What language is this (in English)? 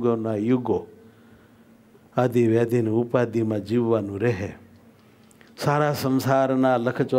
Gujarati